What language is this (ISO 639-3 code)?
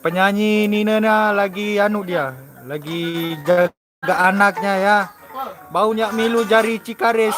sas